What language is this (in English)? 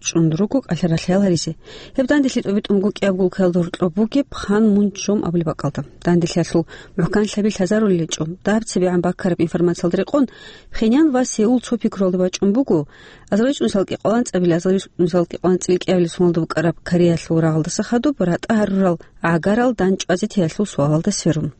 Avaric